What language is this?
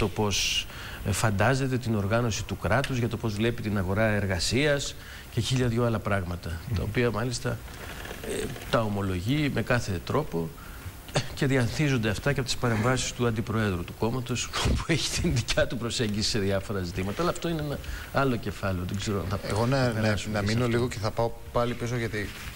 Greek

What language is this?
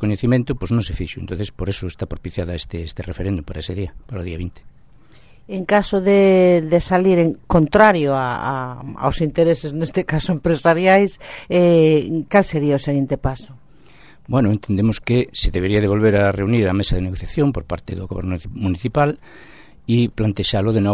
Galician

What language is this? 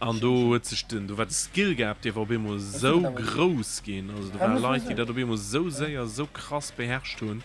Luxembourgish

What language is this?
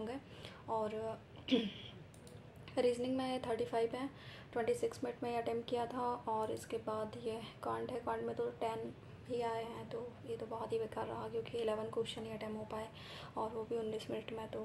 Hindi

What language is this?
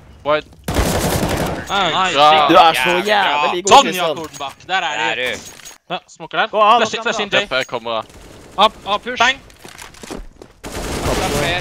Norwegian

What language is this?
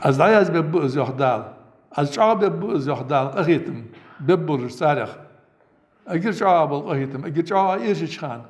Ingush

